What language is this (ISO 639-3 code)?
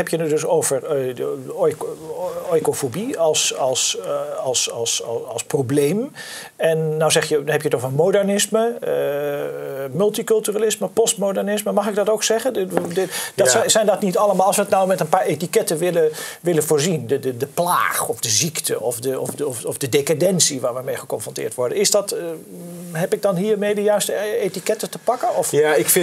nld